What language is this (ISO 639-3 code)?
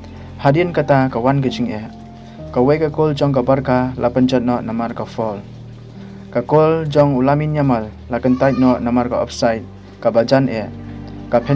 kha